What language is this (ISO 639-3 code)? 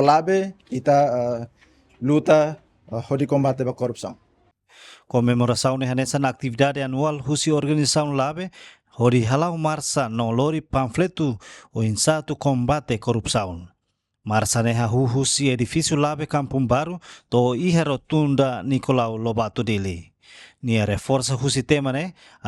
tet